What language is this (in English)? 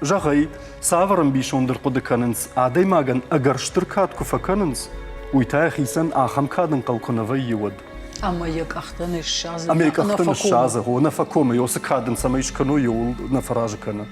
Ossetic